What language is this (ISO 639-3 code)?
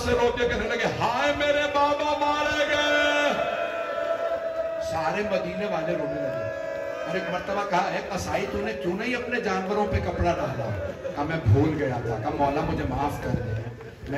urd